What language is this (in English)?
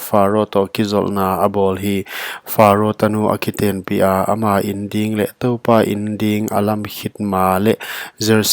Paite Chin